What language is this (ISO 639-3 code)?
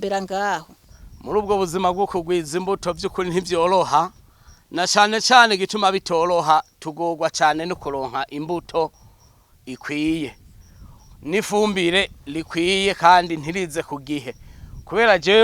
run